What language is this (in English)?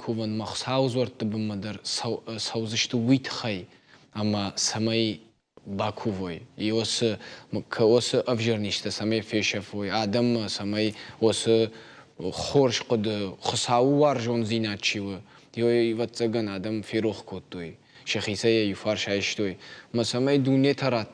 Ossetic